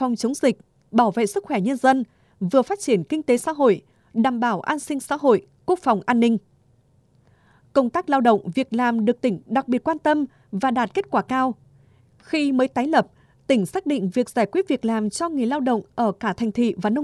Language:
Vietnamese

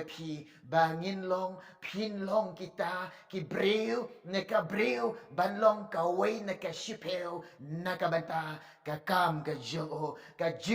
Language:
Khasi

